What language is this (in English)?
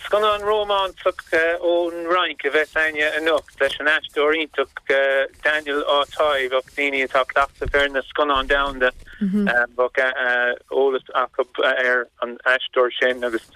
Irish